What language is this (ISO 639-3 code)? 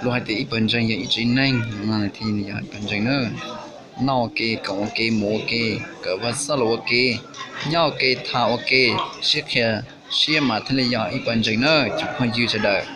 hmn